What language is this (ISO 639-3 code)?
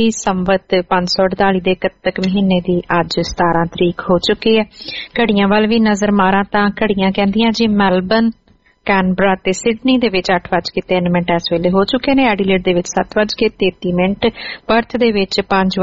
pan